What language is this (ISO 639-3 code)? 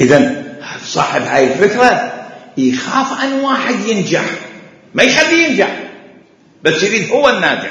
acm